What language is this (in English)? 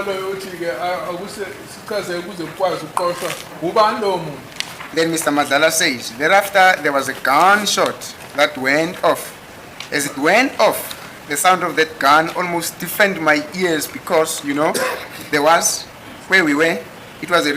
Zulu